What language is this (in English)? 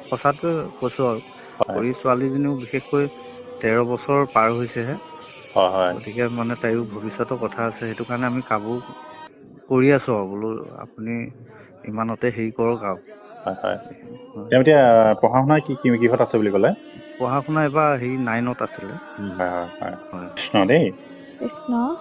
Assamese